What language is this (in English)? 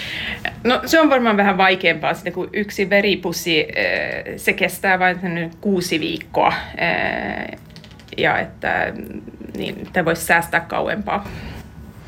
Finnish